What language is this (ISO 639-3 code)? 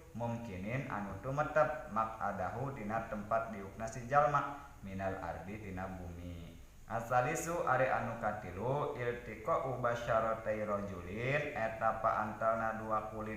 sun